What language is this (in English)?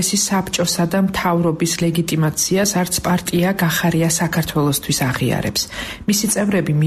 Georgian